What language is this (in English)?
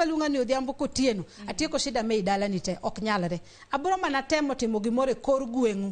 Luo (Kenya and Tanzania)